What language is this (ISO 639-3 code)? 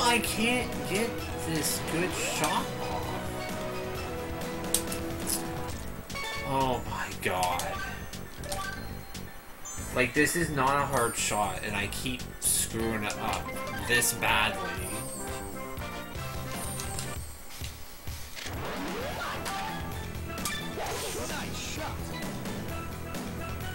eng